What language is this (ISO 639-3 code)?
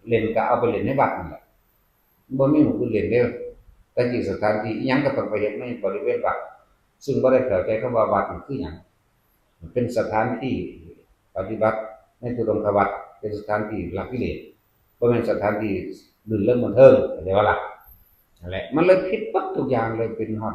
tts